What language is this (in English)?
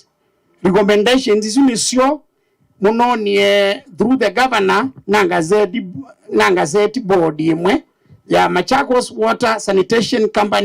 Kamba